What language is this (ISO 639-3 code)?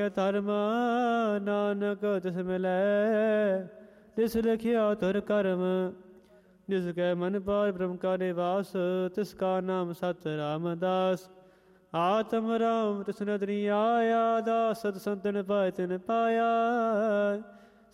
pan